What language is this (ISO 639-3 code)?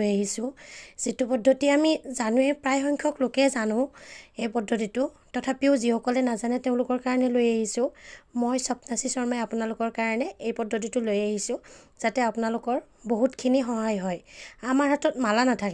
asm